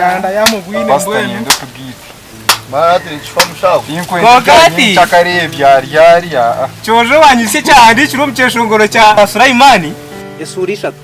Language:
Nyankole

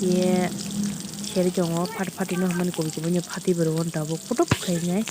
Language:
Kok Borok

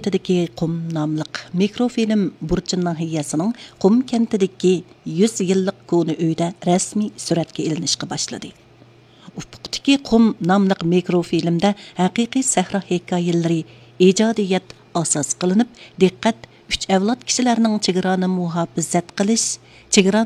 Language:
Uyghur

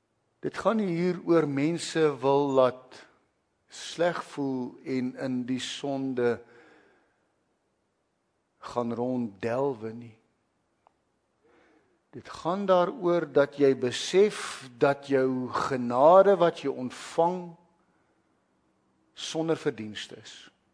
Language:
Afrikaans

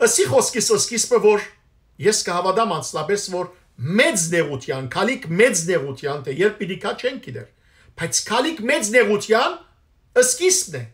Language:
Western Armenian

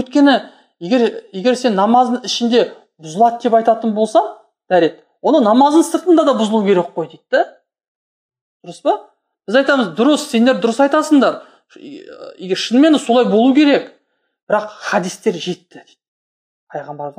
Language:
Kazakh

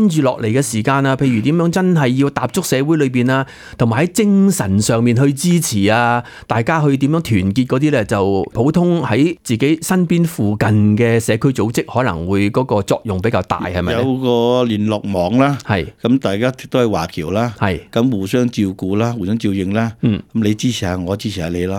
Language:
Cantonese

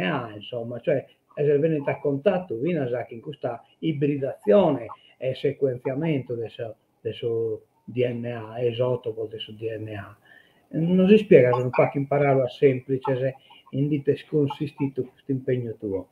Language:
Sardinian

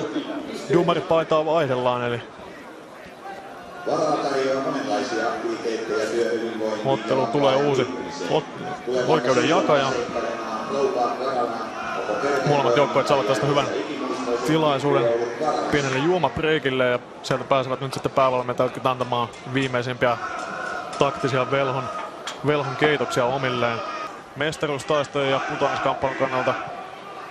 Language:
Finnish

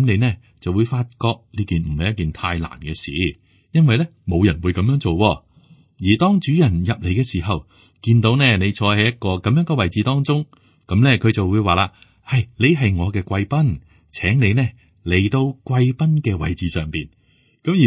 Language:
Cantonese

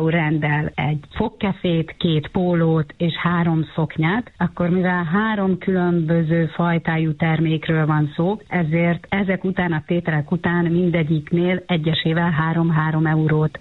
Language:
Hungarian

